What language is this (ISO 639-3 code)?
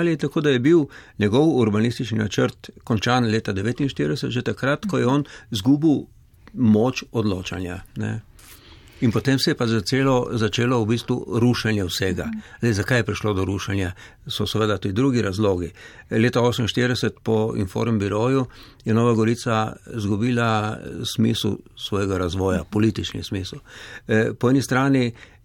slv